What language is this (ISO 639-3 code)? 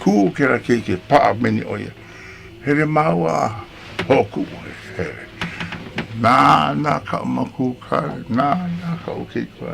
haw